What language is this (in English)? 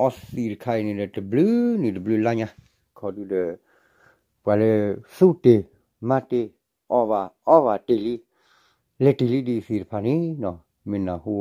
S'gaw Karen